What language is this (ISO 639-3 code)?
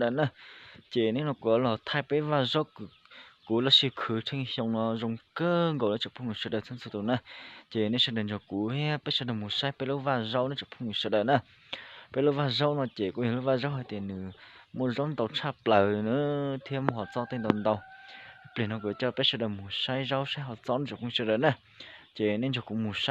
hmn